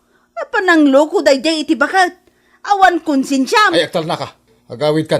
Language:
Iloko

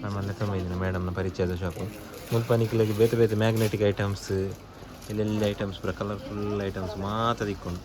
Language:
Tulu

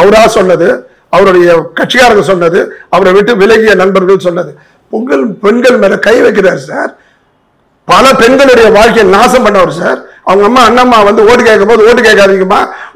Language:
Tamil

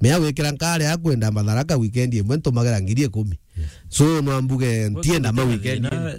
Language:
Meru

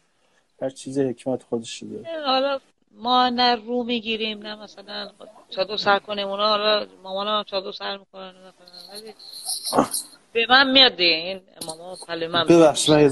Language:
Persian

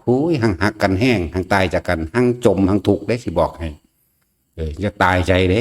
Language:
Lao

